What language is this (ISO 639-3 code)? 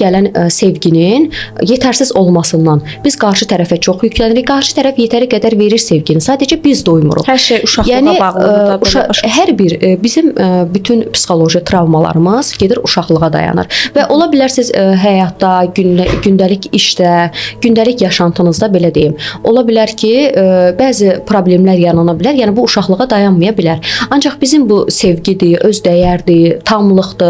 aze